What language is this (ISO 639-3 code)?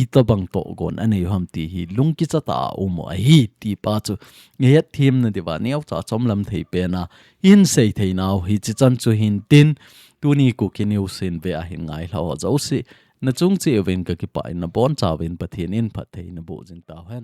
tcz